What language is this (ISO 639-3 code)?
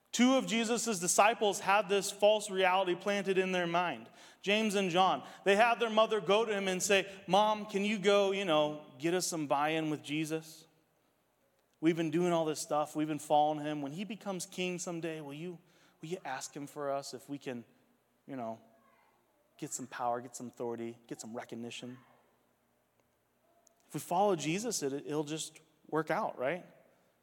eng